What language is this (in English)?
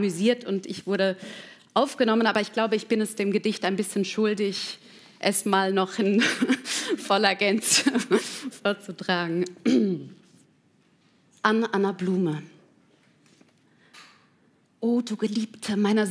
German